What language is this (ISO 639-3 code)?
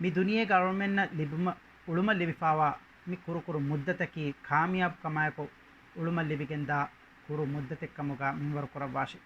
div